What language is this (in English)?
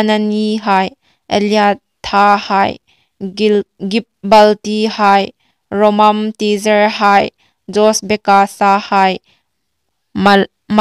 Hmar